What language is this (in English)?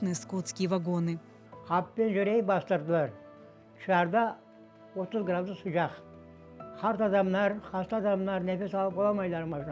Crimean Tatar